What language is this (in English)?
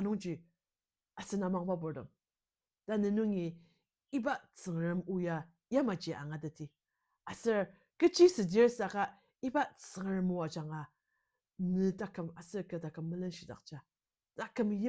Ao Naga